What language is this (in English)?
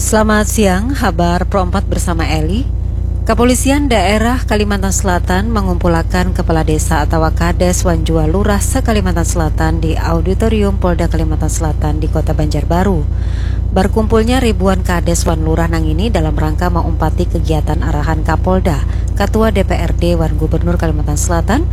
Banjar